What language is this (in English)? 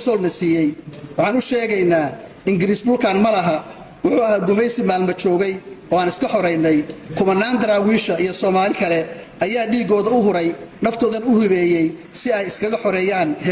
Somali